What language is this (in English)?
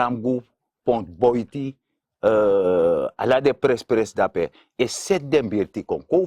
Sranan Tongo